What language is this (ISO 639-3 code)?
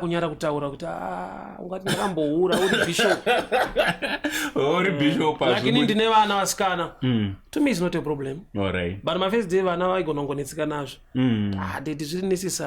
sna